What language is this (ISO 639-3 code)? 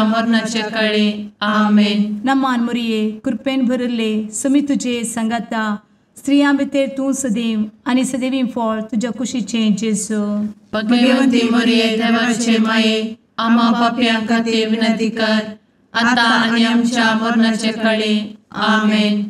kok